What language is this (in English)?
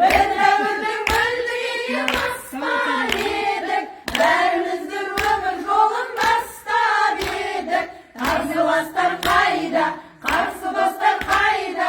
Kazakh